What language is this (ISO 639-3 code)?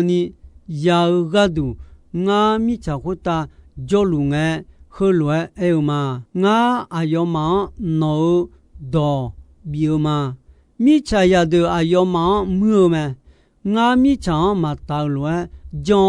ahk